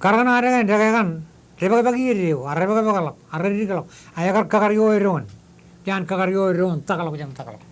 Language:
Marshallese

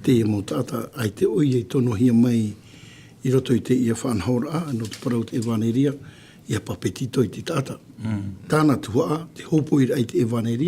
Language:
Tahitian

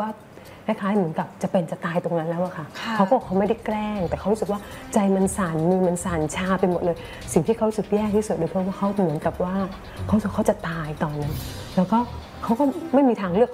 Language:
Thai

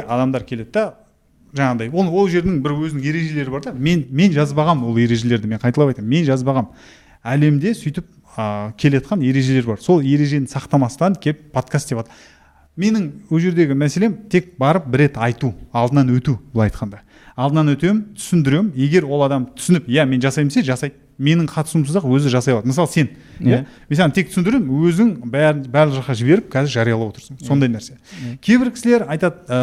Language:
Kazakh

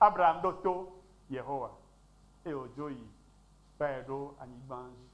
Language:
Ewe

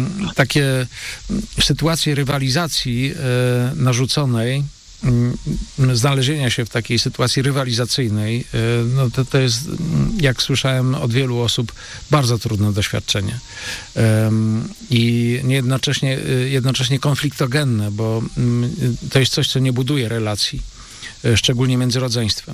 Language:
Polish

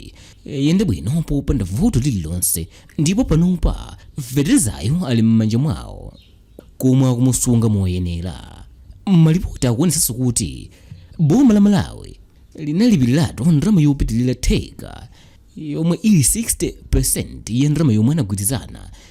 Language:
Nyanja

